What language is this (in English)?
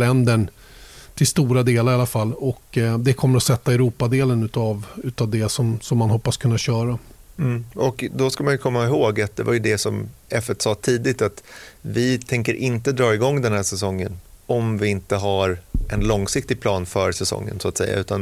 Swedish